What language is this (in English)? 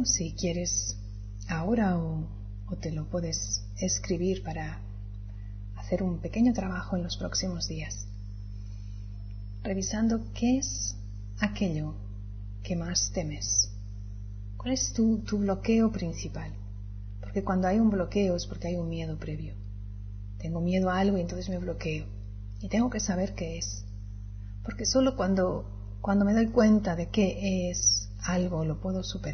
Spanish